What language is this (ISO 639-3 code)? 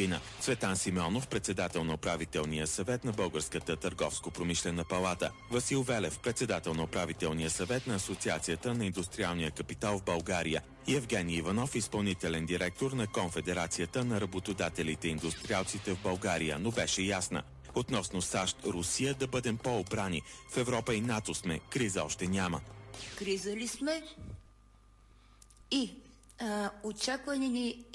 bul